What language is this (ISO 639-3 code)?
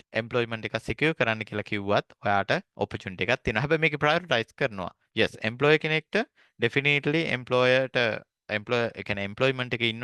sin